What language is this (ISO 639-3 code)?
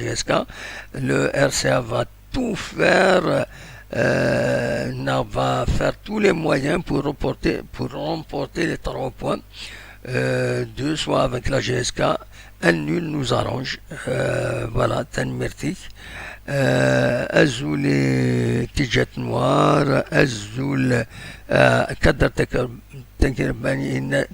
kab